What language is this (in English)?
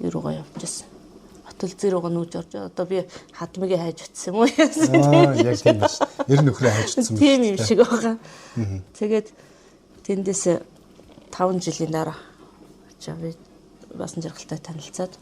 Mongolian